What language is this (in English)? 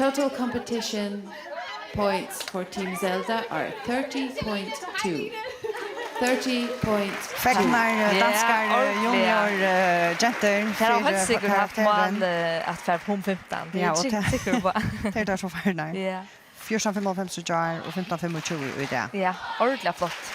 Faroese